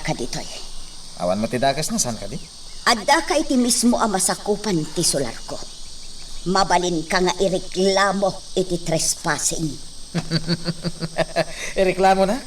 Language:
Iloko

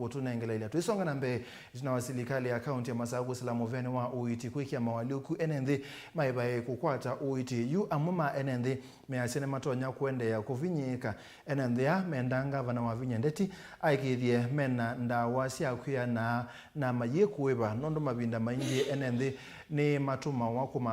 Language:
Kamba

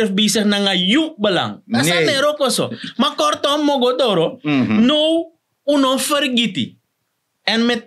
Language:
Sranan Tongo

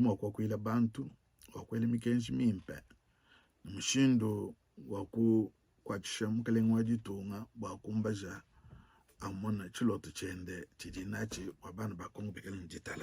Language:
Luba-Lulua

